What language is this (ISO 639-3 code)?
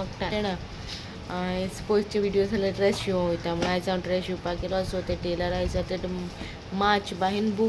kok